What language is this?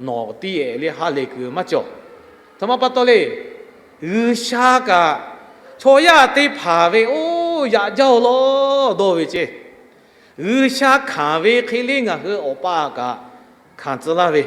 Lahu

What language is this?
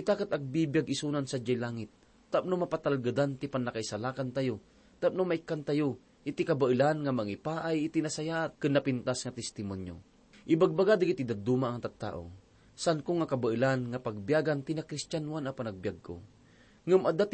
Iloko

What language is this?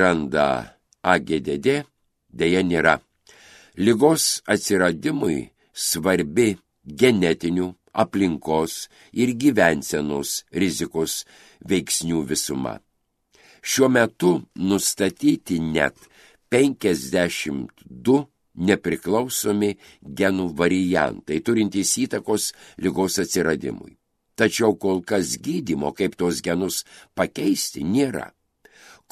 Lithuanian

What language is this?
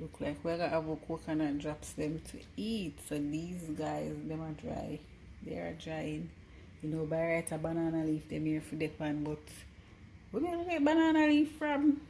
Jamaican Creole English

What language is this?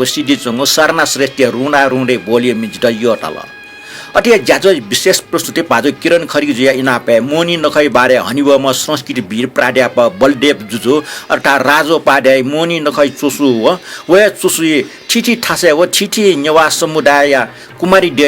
Newari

